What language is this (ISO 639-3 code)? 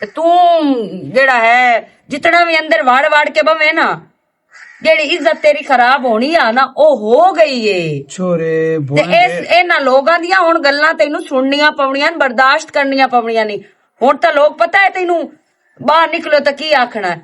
lah